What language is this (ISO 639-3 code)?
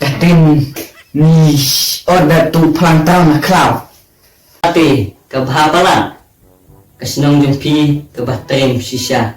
kha